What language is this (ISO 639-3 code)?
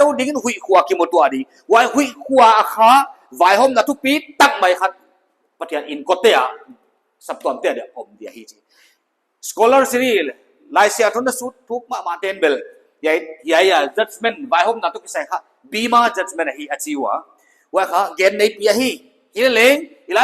pck